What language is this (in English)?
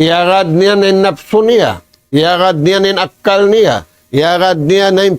Tausug